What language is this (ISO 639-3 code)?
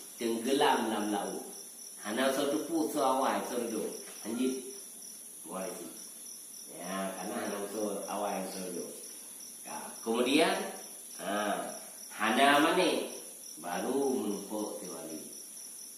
ace